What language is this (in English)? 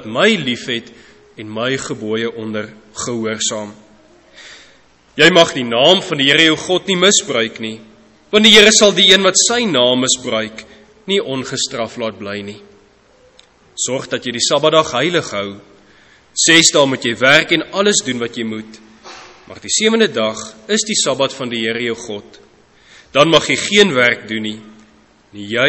Afrikaans